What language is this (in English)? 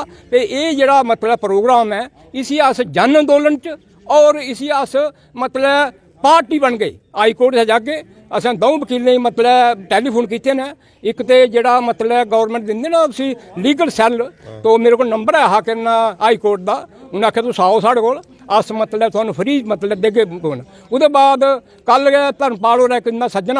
Dogri